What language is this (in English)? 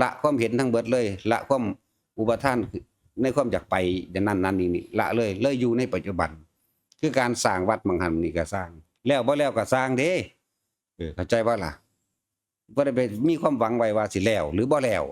Northeastern Thai